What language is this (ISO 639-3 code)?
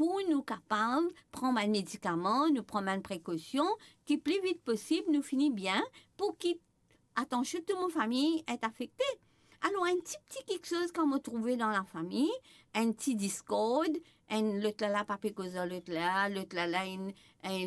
mfe